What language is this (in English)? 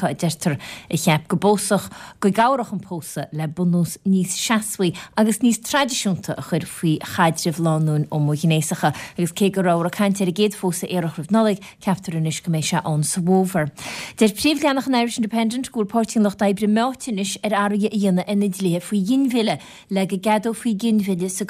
Irish